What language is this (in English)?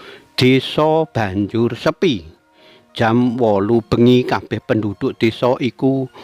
Javanese